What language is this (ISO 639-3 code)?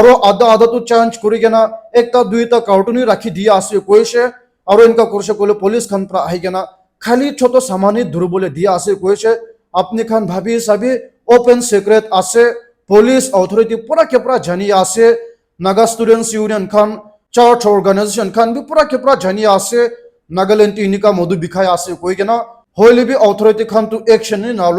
nag